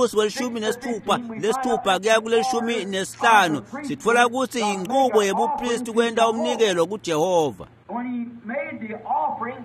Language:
Swati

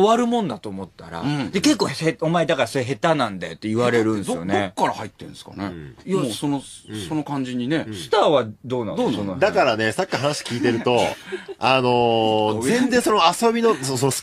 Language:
Japanese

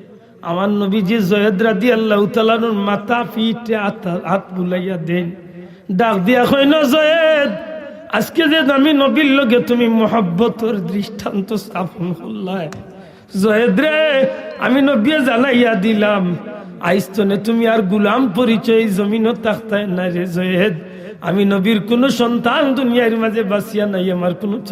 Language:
Sylheti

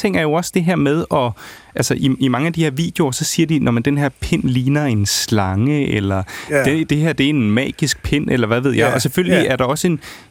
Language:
Danish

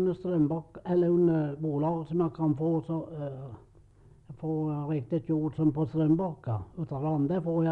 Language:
Swedish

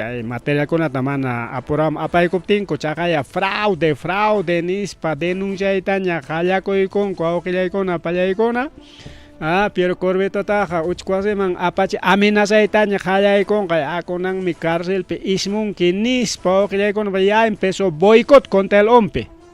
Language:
Ayacucho Quechua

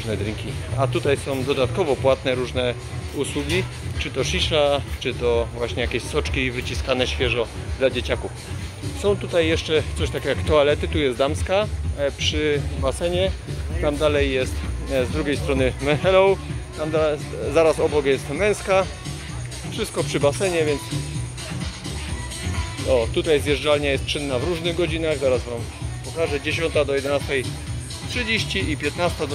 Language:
Polish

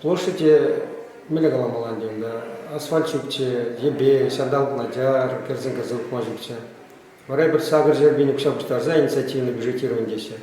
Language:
Chuvash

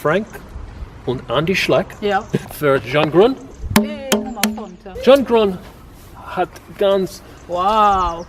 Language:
Luxembourgish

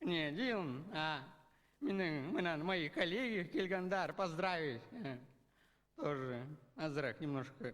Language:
Bashkir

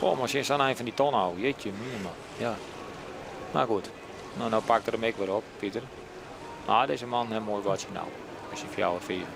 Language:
Western Frisian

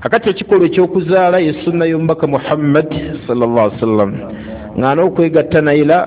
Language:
Ganda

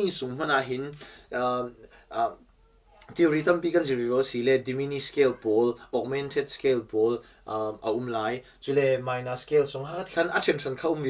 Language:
Falam Chin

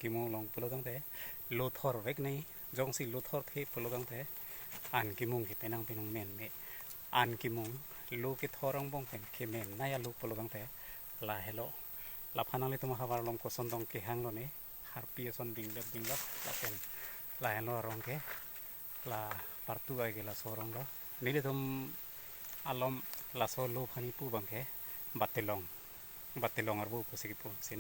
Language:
Karbi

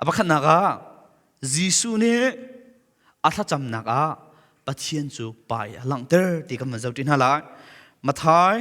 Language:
Hakha Chin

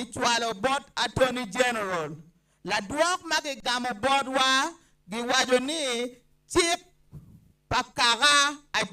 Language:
Acoli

